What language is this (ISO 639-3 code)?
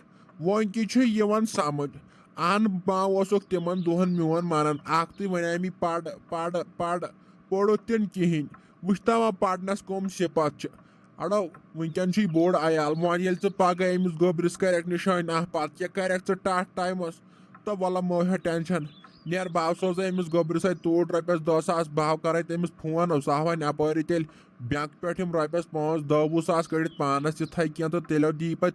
kas